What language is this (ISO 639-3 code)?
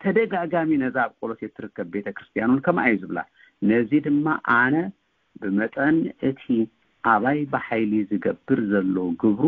tir